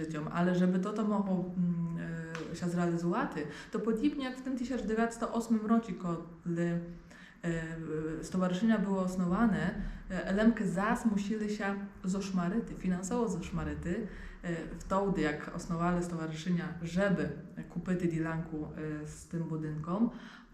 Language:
Rusyn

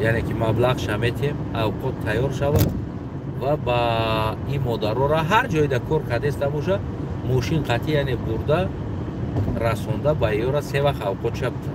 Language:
Tajik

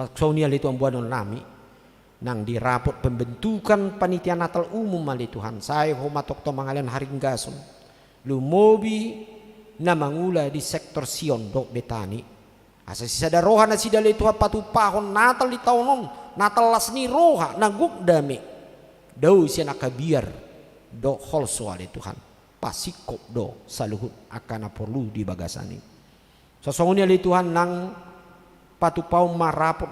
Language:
Batak Toba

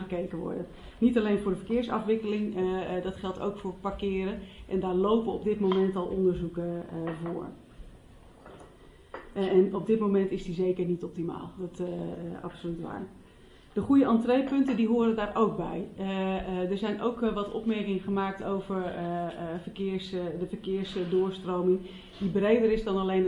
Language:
Dutch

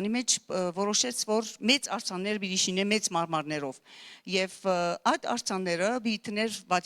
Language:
Western Armenian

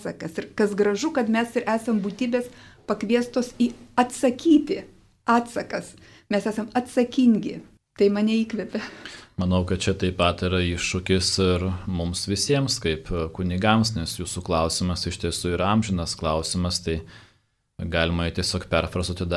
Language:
Lithuanian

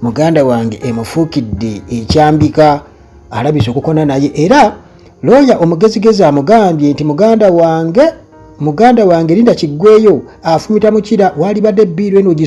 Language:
Ganda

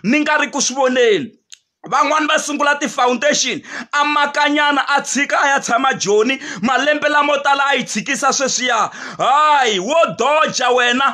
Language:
Tsonga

